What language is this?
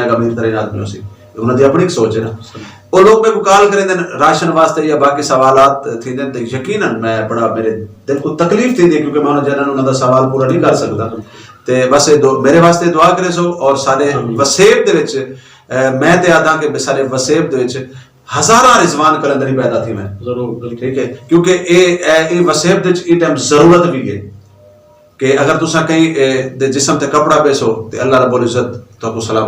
Saraiki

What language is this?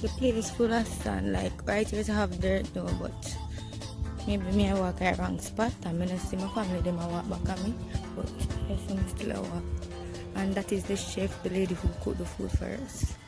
Jamaican Creole English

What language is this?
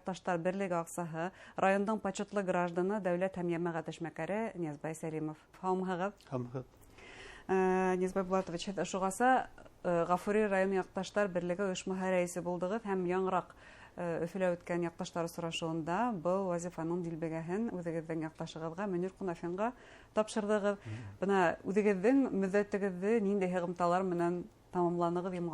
Bashkir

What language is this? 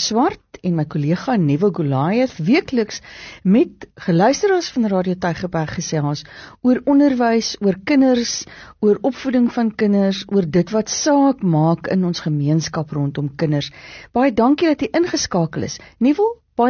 Afrikaans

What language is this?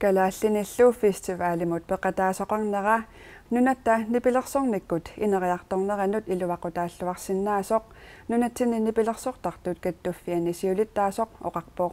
Kalaallisut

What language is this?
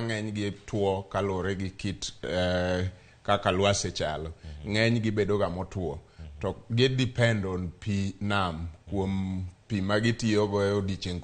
Luo (Kenya and Tanzania)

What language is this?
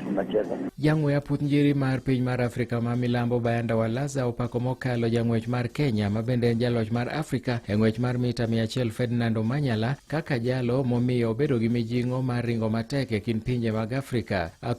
Luo (Kenya and Tanzania)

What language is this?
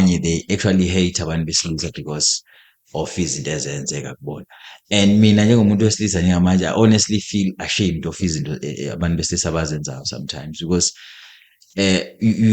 Zulu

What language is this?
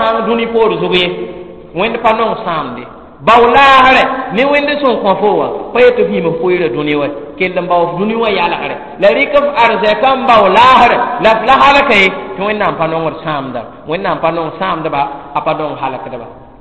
Mossi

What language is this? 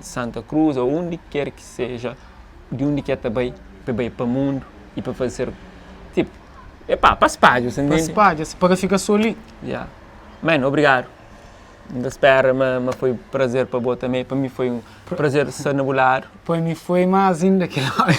Kabuverdianu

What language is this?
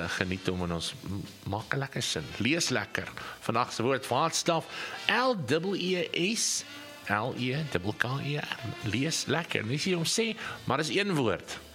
Afrikaans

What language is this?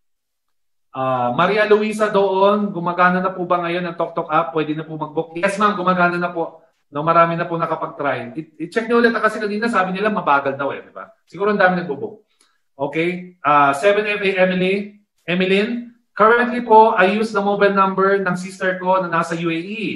Filipino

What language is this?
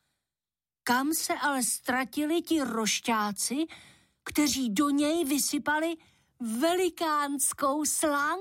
Czech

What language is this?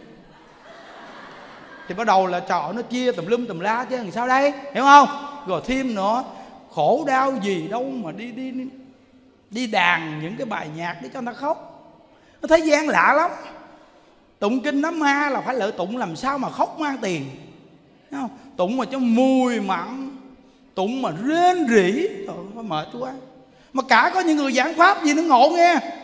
Vietnamese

